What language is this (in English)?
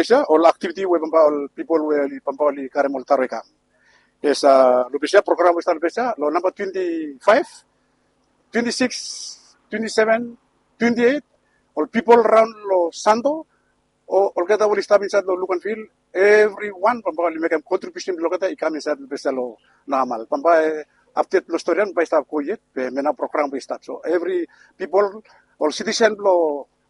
Bislama